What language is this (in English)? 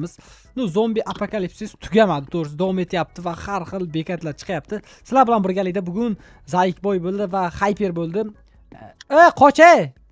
Uzbek